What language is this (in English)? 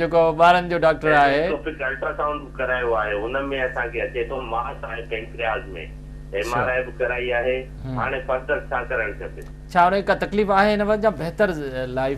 Sindhi